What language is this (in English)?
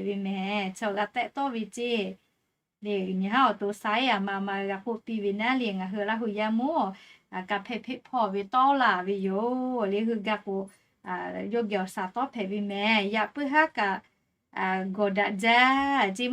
Lahu